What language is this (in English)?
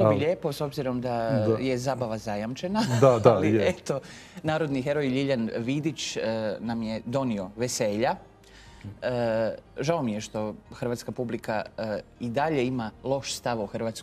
Croatian